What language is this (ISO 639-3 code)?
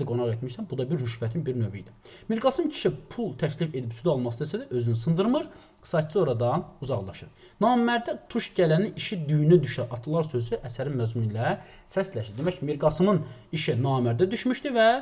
aze